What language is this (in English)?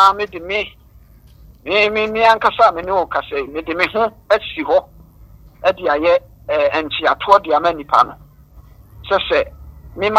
Akan